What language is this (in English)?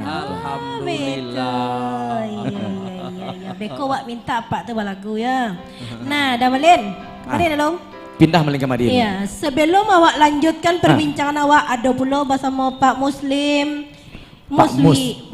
Minangkabau